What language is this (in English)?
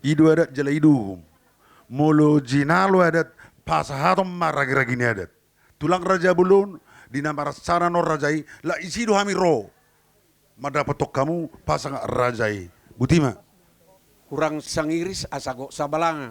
Batak Toba